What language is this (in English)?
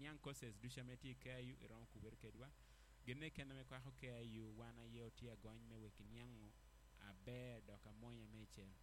Acoli